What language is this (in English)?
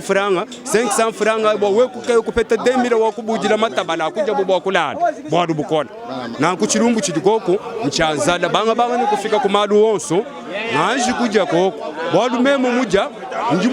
Luba-Lulua